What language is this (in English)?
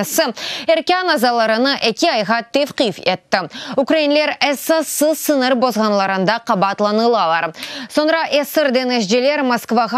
Crimean Tatar